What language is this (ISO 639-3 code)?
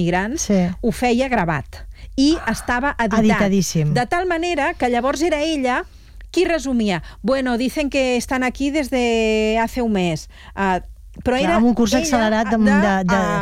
cat